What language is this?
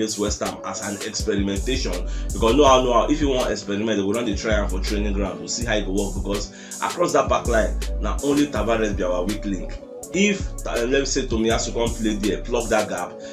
Nigerian Pidgin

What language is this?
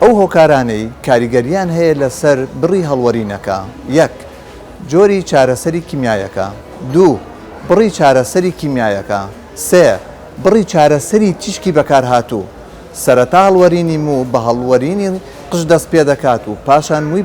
Central Kurdish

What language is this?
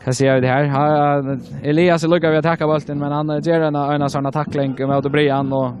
Faroese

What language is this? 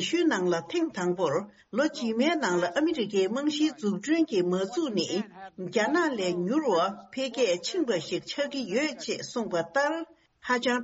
Tibetan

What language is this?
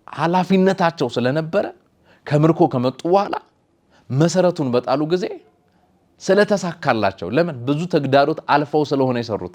Amharic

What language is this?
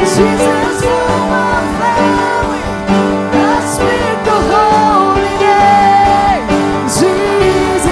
Waray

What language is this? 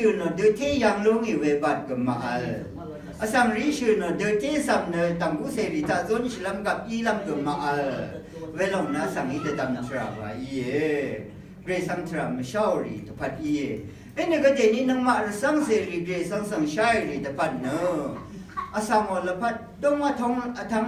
Rawang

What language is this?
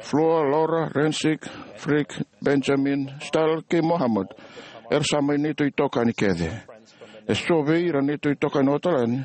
Fijian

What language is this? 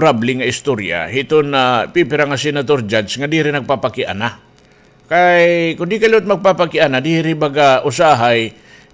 Waray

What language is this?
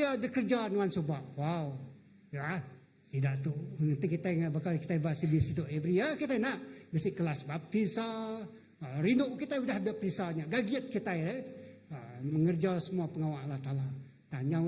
Iban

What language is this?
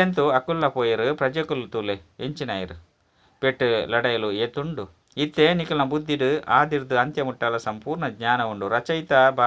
Tulu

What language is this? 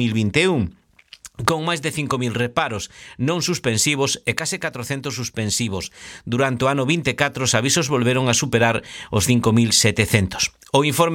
Galician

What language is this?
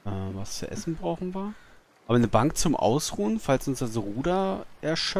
German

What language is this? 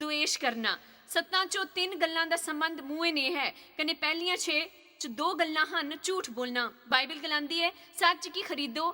Dogri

